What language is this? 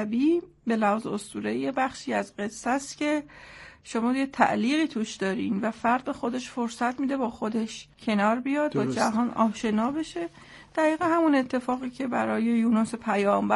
Persian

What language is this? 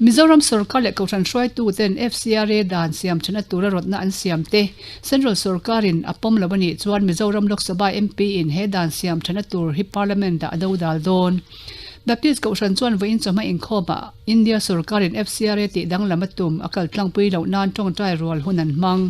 Mizo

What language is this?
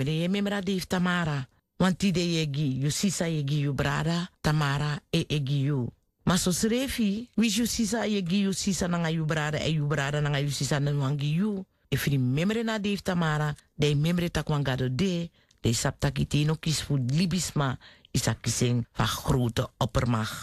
Sranan Tongo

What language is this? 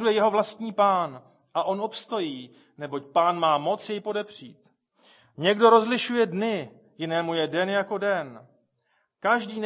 Czech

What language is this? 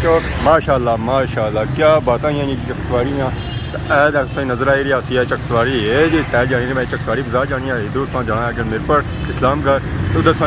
Pahari-Potwari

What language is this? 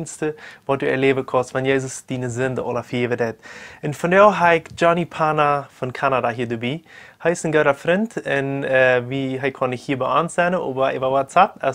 Plautdietsch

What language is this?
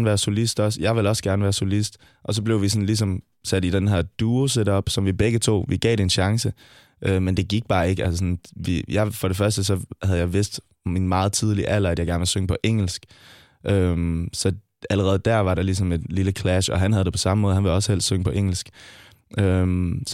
Danish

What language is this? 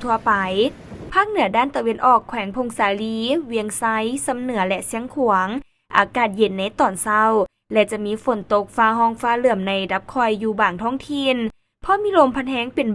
Lao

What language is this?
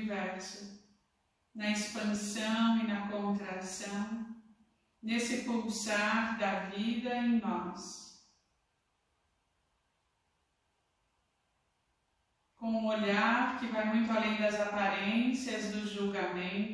Portuguese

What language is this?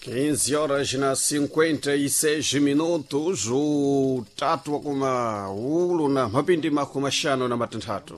Sena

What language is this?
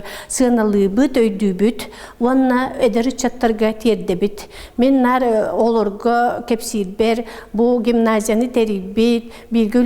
Yakut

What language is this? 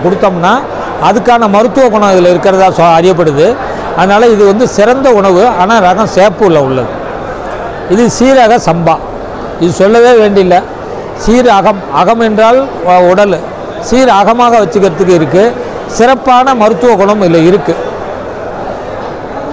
Tamil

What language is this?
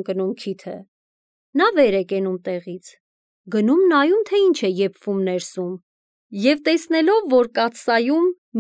Armenian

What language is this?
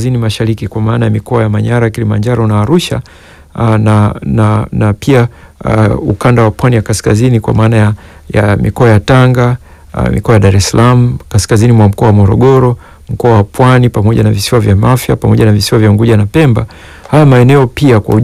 Swahili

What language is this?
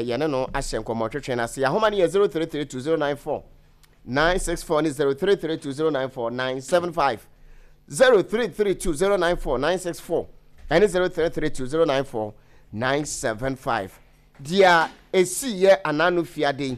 Akan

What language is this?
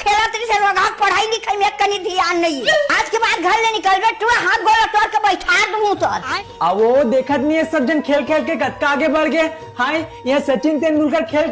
Chhattisgarhi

